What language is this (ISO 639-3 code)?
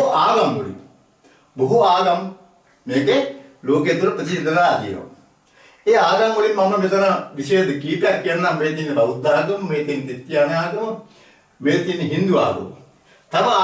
sin